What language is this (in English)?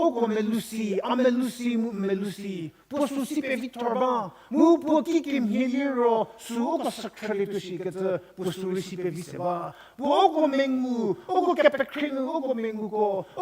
Angami Naga